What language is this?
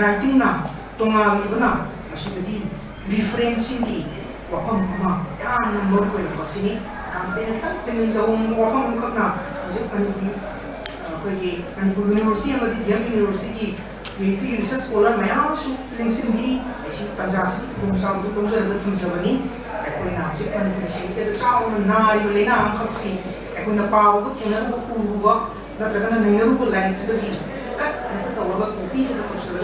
Manipuri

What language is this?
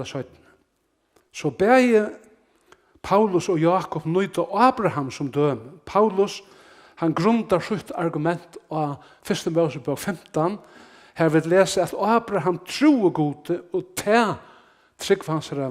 Faroese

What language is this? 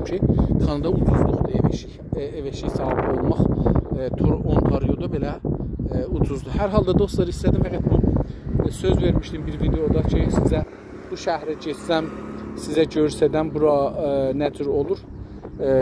South Azerbaijani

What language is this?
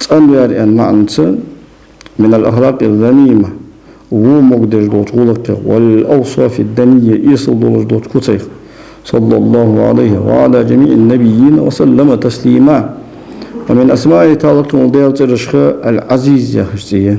Ingush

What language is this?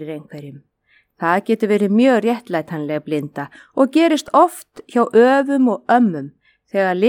Icelandic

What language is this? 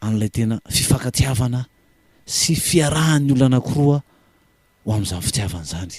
Malagasy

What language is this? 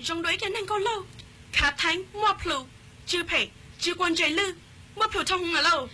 Hmong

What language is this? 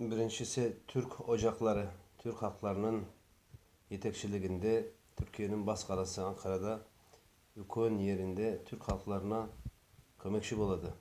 Nogai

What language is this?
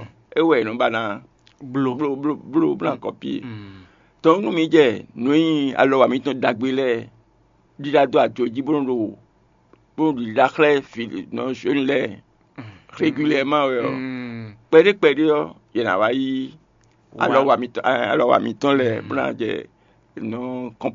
Fon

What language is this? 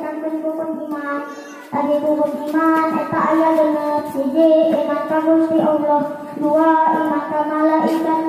Sundanese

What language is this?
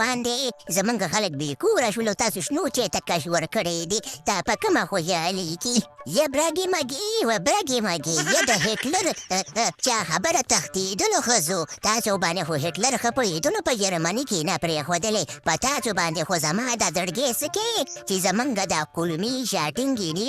Pashto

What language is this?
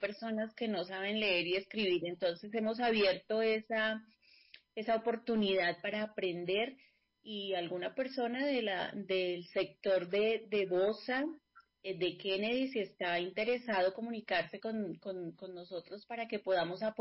Spanish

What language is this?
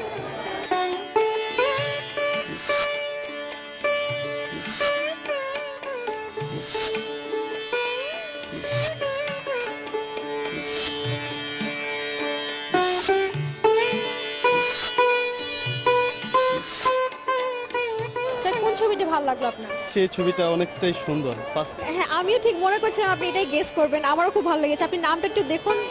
Bangla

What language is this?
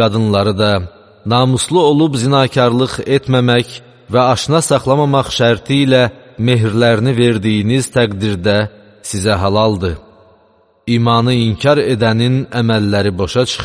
Azerbaijani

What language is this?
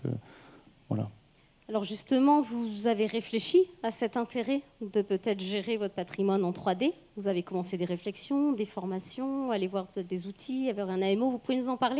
French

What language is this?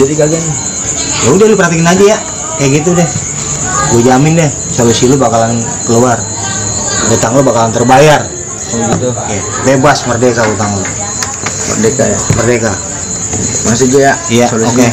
Betawi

